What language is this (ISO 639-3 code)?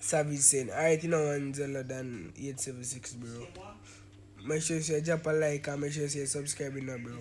jam